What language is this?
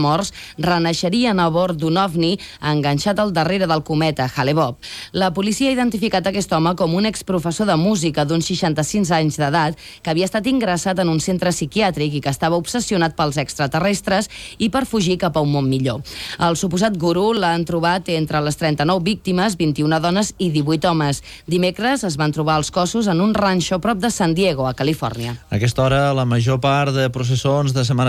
Catalan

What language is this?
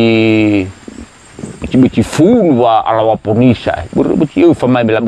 Nias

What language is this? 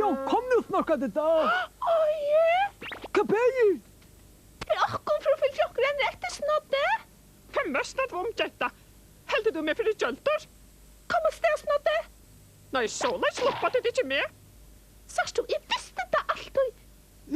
Faroese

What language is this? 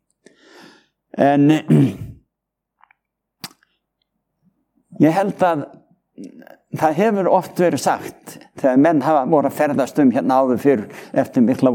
Icelandic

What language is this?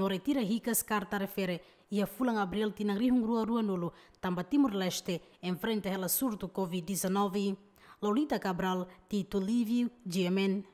Tetum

